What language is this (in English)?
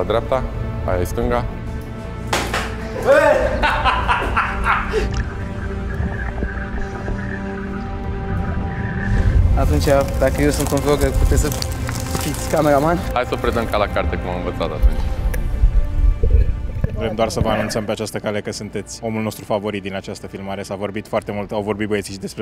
Romanian